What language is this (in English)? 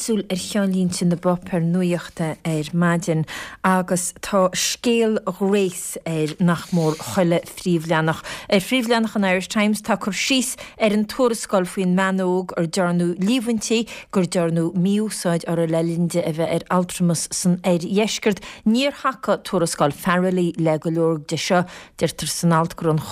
Irish